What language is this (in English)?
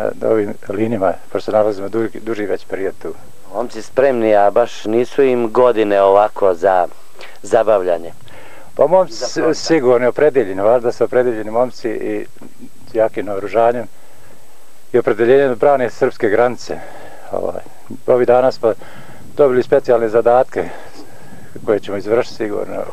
Serbian